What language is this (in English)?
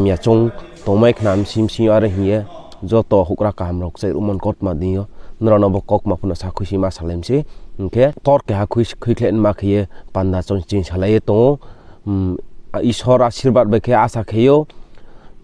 Riang (India)